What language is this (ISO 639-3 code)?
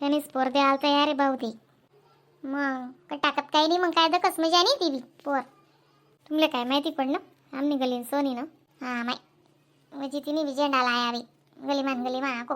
khn